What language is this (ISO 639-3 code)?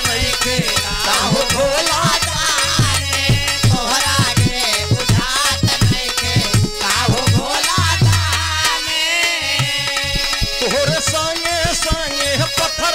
bho